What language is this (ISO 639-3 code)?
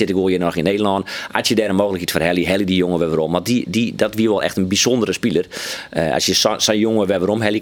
fry